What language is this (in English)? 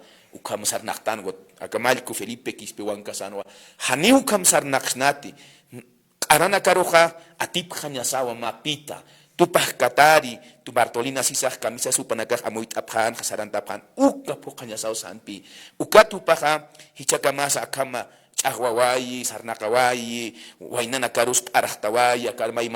Aymara